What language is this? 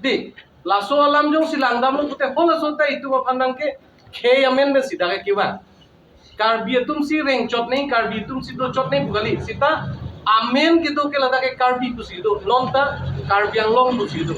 Karbi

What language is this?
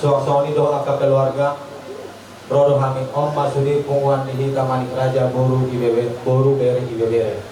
Batak Toba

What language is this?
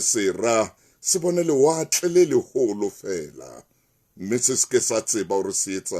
Southern Sotho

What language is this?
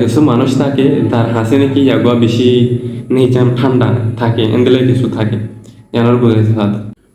Rohingya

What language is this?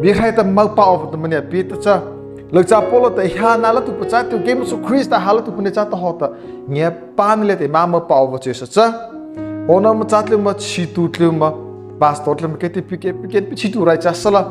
Mara Chin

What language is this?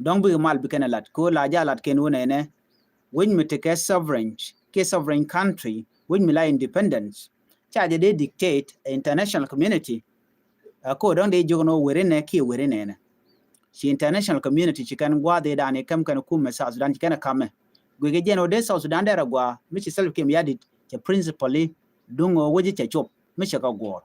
Nuer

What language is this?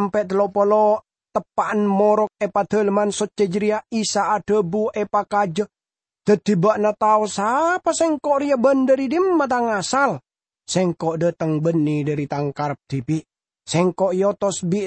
Madurese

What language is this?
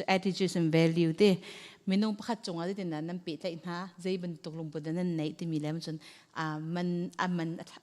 Hakha Chin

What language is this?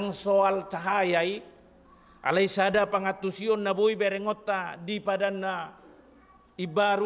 Batak Toba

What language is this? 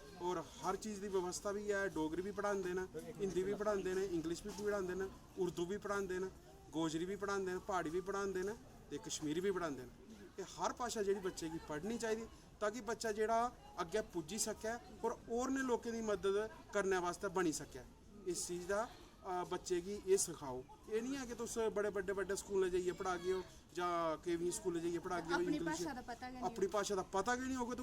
Dogri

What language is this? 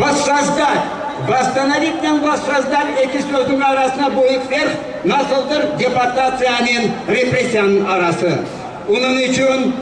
Crimean Tatar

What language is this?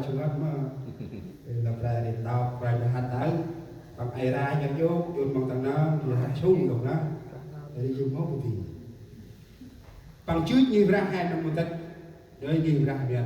Central Mnong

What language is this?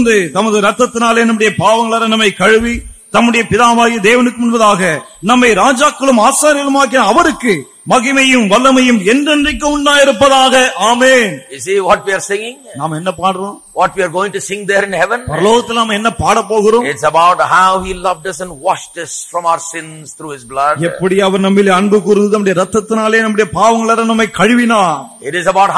Tamil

